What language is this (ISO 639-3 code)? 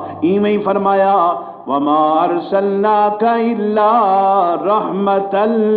skr